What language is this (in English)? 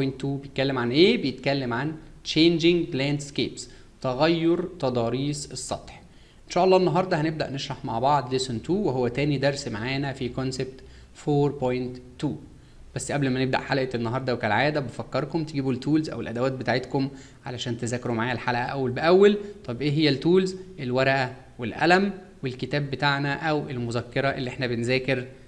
Egyptian Arabic